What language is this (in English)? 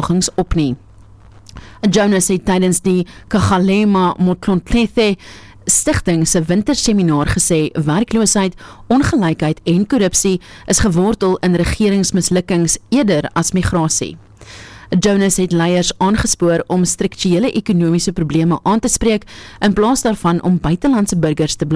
Afrikaans